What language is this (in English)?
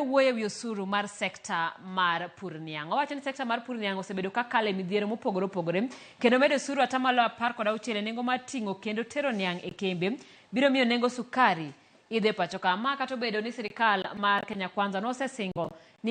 Luo (Kenya and Tanzania)